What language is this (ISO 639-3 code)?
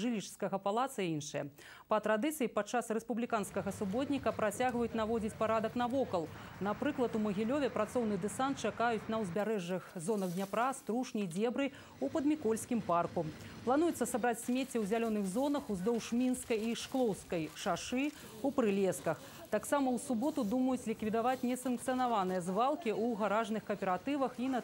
bel